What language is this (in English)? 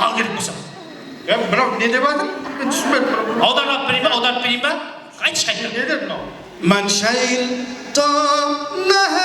Kara-Kalpak